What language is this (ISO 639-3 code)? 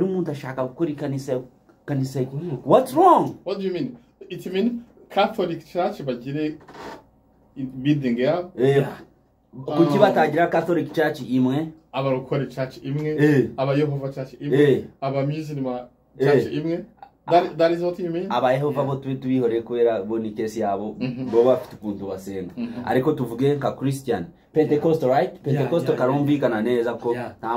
kin